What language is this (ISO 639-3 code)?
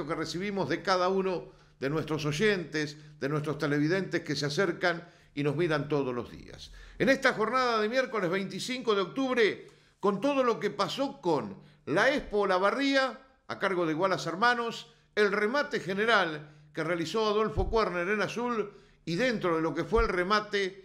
spa